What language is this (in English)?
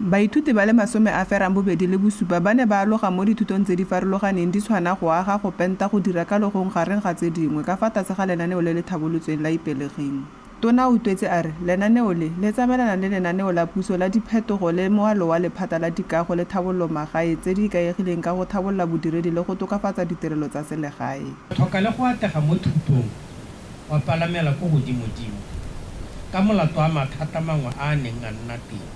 Tswana